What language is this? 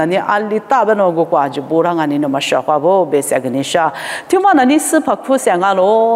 Lisu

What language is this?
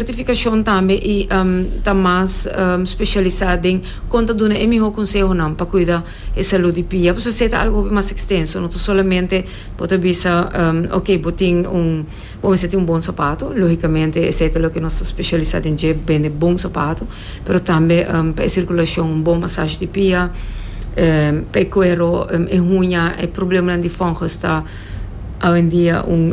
Papiamento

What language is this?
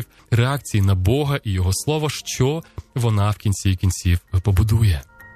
Ukrainian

